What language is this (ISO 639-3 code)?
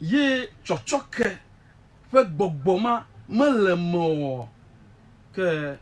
ewe